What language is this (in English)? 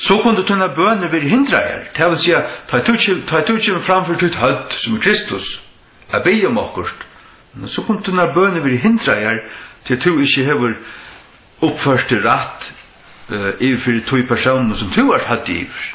Faroese